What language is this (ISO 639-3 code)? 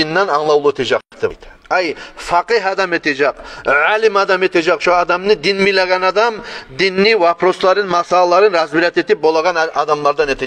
kum